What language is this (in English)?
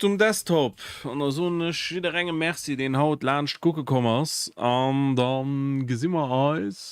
Luxembourgish